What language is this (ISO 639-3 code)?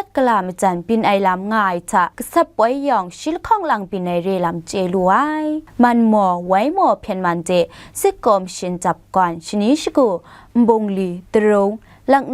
kac